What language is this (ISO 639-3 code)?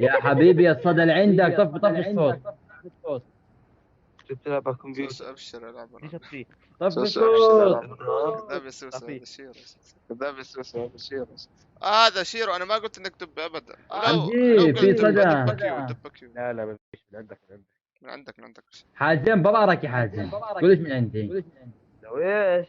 apc